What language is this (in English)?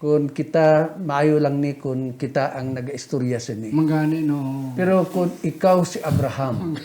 Hiligaynon